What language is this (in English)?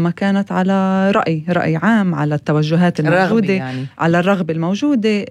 North Levantine Arabic